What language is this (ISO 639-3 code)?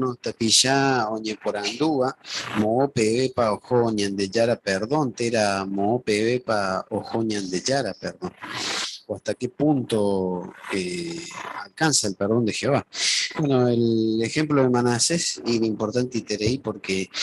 grn